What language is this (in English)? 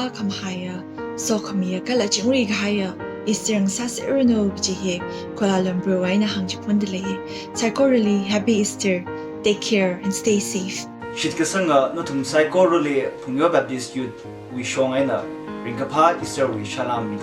Tangkhul Naga (India)